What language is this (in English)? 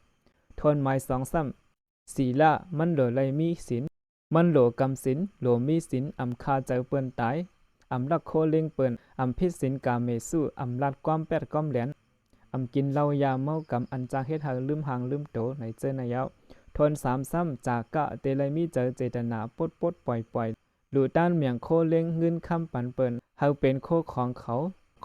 Shan